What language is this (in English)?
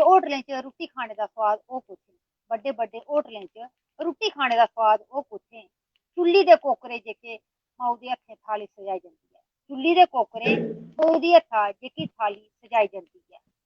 Dogri